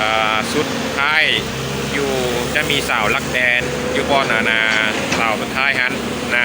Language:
Lao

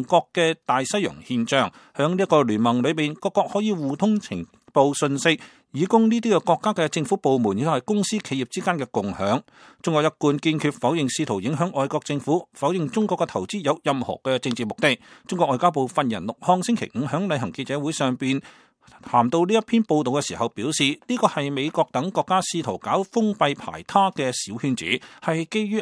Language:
Cantonese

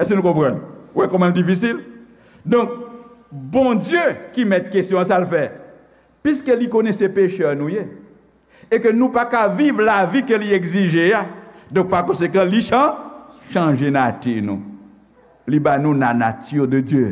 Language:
Haitian Creole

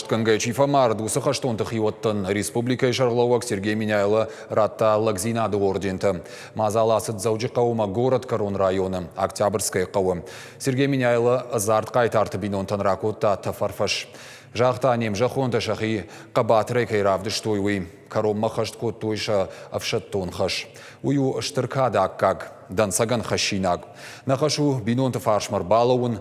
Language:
Ossetic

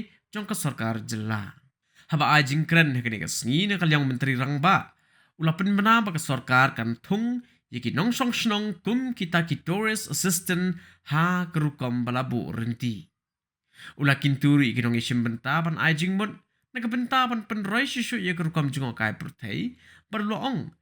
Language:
Khasi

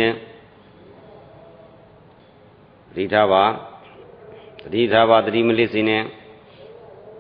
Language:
Burmese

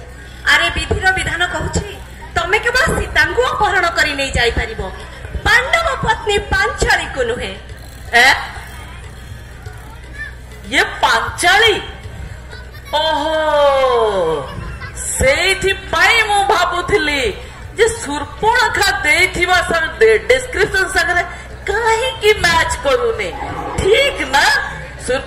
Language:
Odia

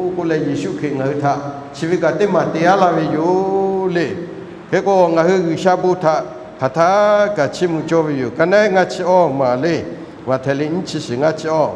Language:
Lahu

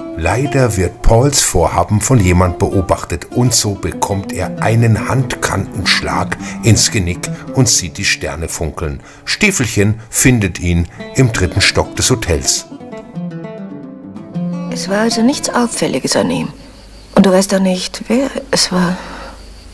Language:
German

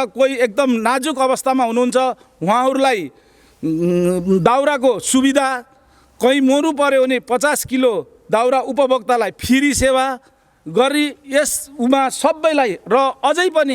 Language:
Nepali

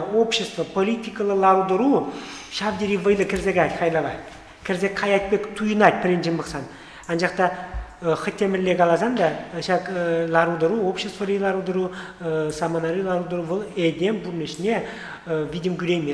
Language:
Chuvash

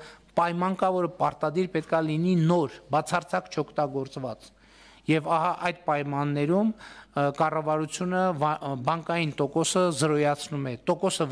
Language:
Armenian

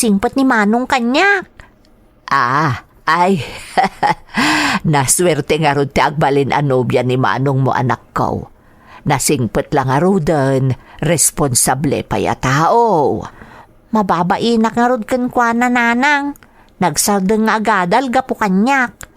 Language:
Iloko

